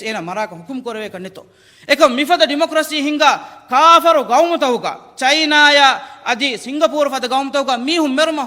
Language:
Divehi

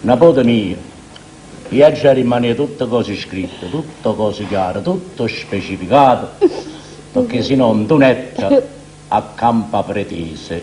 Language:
Neapolitan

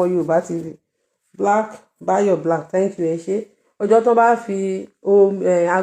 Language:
Yoruba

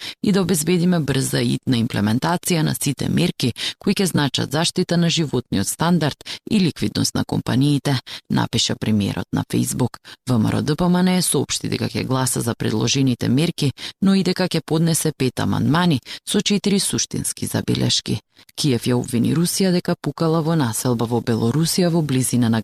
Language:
Macedonian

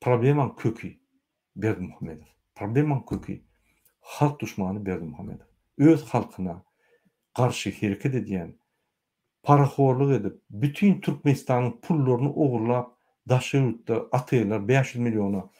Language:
Turkmen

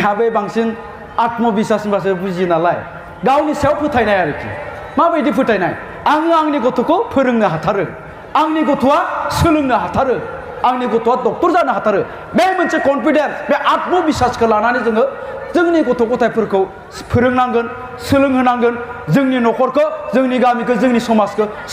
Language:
Bodo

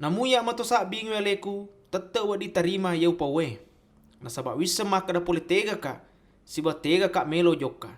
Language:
Buginese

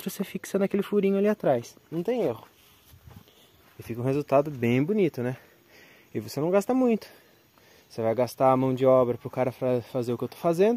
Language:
Portuguese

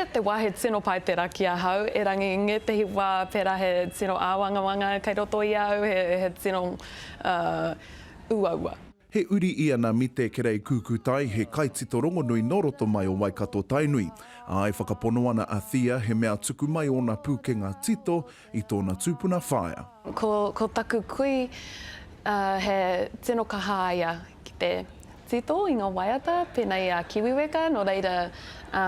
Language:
Māori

